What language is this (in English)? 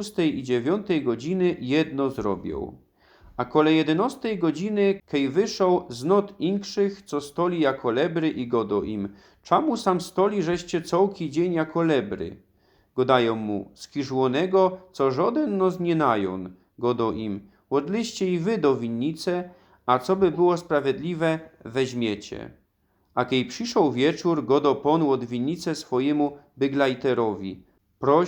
Silesian